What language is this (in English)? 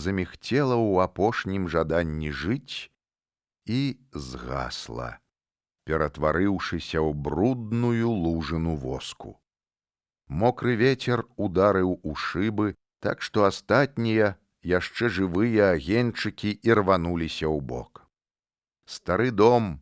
Belarusian